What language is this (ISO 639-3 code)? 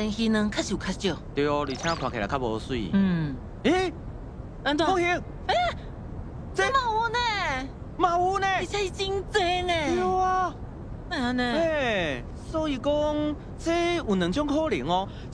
nan